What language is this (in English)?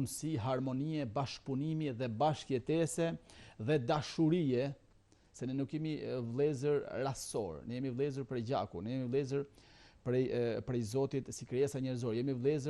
Albanian